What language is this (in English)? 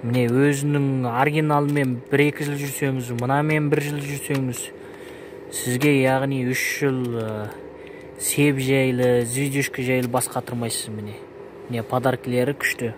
Kazakh